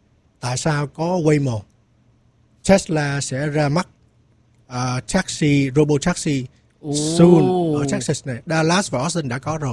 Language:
Vietnamese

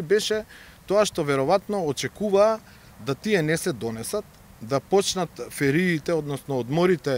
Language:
Macedonian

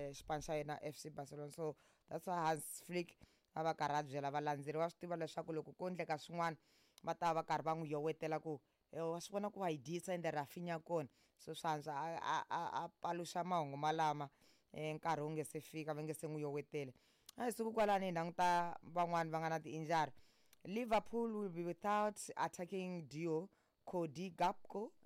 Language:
Tsonga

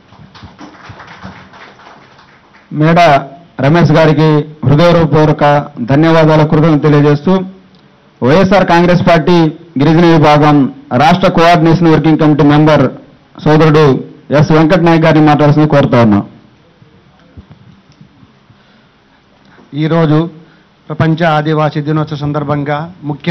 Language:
Telugu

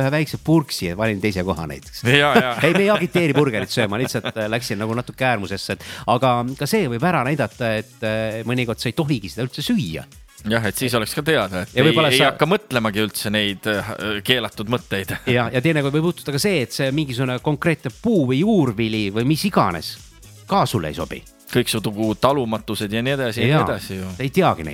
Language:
Estonian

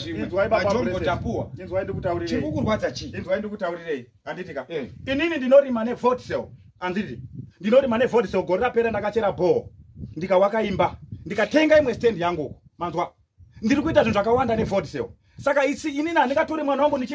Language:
Shona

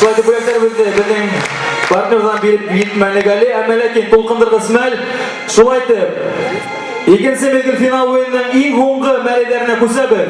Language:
Bashkir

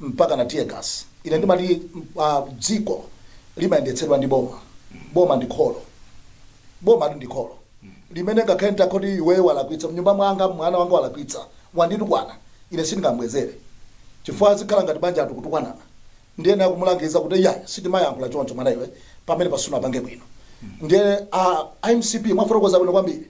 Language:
Nyanja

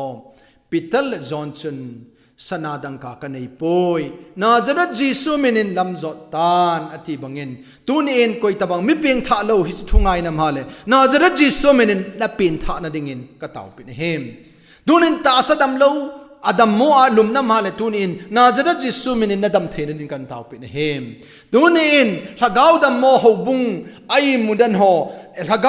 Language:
Thado Chin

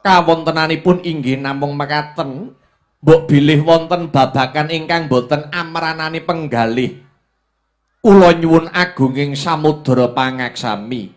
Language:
Javanese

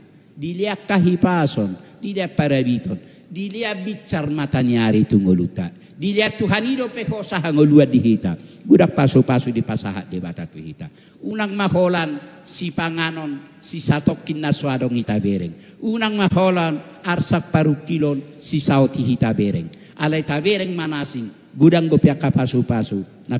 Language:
Batak Toba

